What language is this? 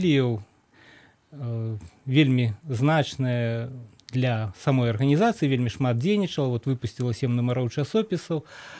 Belarusian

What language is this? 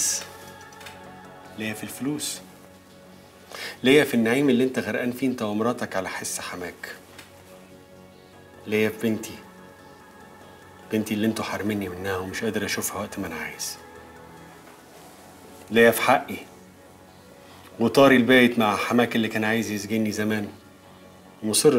Egyptian Arabic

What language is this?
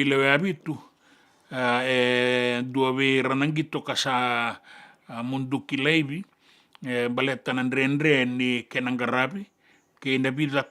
Fijian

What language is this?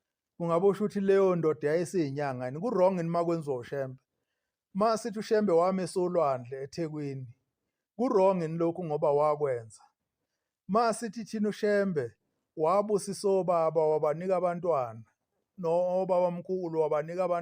Zulu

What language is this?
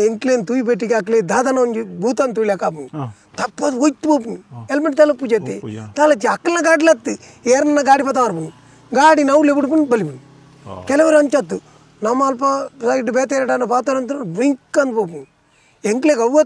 Tulu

